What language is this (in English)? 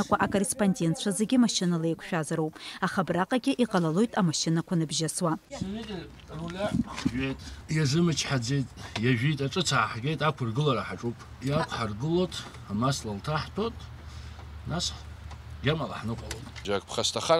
Abkhazian